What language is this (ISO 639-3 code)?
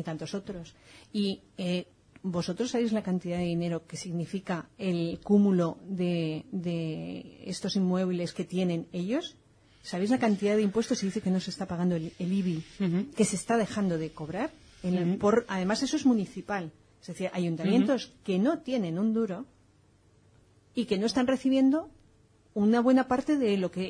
spa